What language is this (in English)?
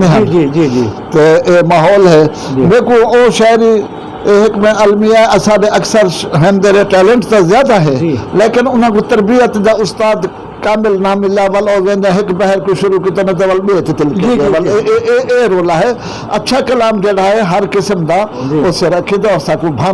Saraiki